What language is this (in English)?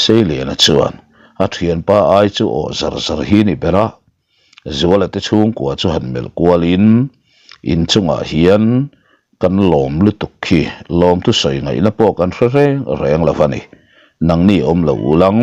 Mizo